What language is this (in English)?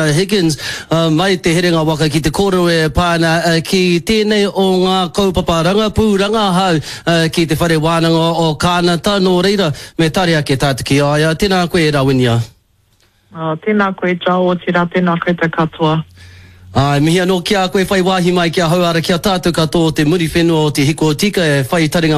Māori